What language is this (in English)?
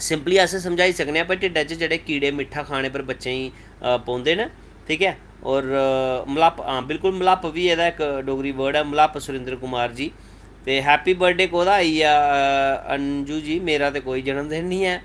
Dogri